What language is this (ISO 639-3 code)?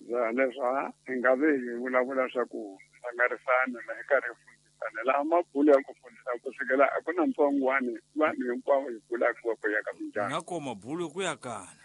tso